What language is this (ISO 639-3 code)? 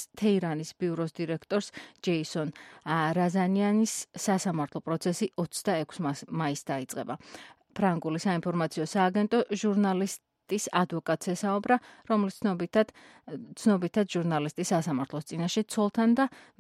kat